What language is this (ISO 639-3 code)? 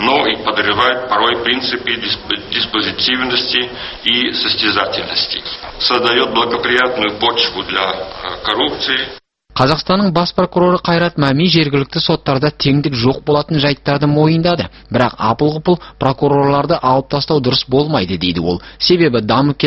kaz